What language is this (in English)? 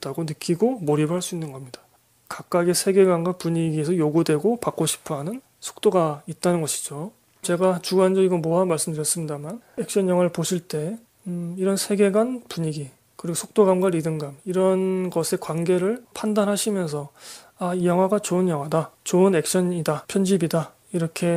Korean